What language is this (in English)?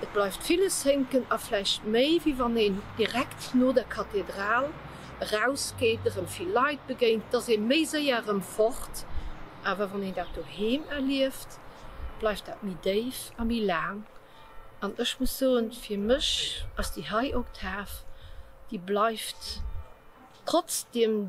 Luxembourgish